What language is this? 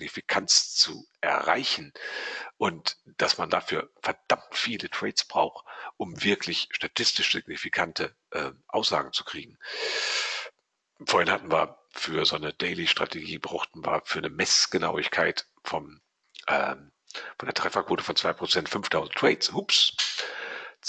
German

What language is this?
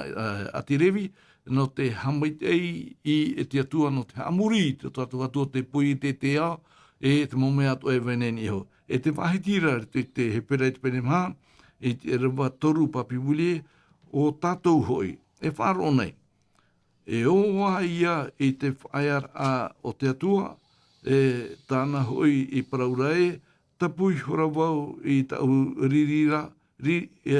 Tahitian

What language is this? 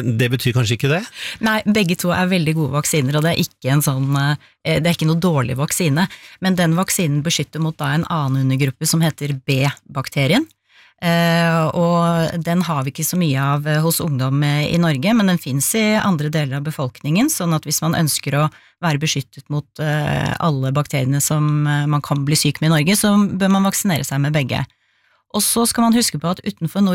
Norwegian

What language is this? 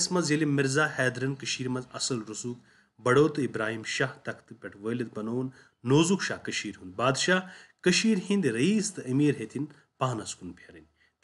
Kashmiri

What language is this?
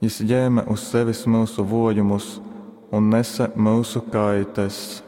Latgalian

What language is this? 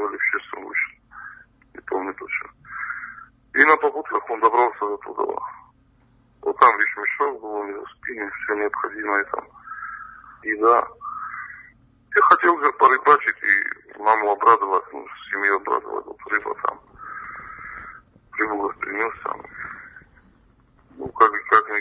Russian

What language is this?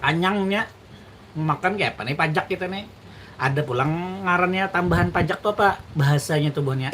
Banjar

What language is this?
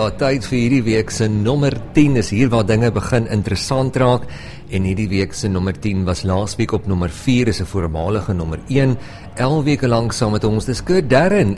Afrikaans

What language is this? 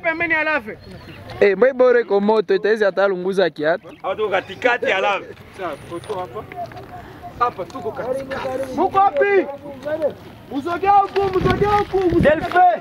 Swahili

